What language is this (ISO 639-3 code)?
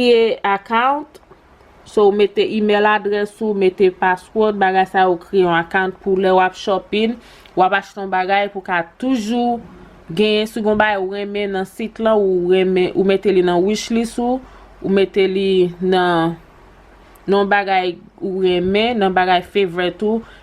hat